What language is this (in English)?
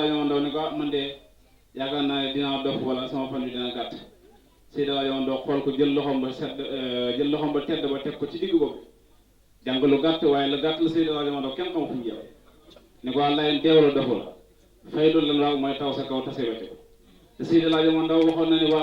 Wolof